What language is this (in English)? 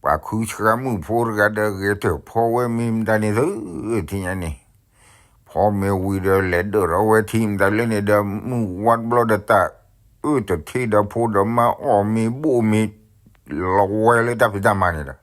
S'gaw Karen